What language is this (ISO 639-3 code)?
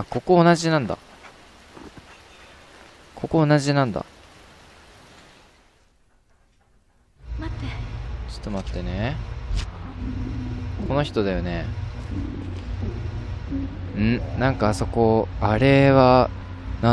jpn